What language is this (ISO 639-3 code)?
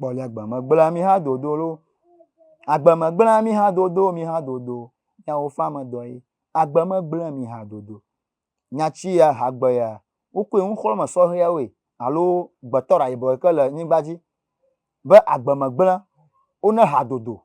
ewe